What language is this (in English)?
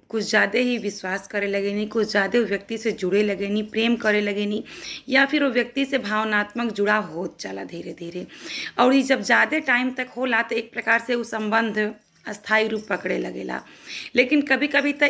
Bhojpuri